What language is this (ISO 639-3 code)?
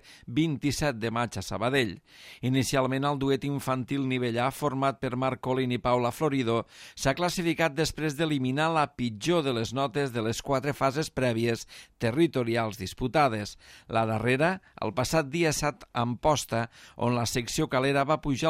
cat